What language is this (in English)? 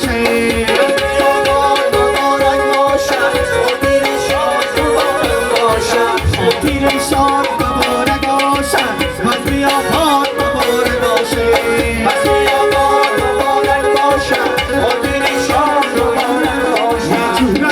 Tajik